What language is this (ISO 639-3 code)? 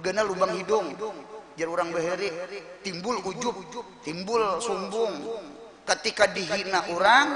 bjn